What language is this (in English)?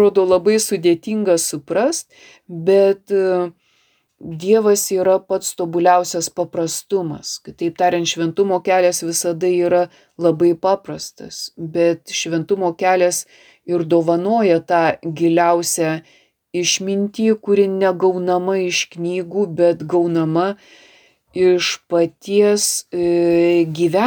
Lithuanian